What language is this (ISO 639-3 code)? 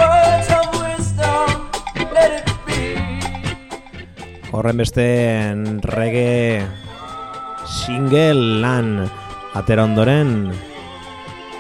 eus